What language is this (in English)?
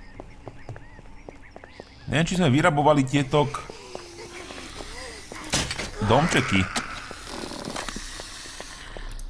Slovak